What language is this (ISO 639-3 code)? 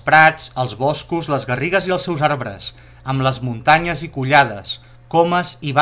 cat